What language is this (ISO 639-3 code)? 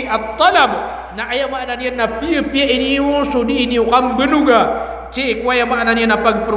mrw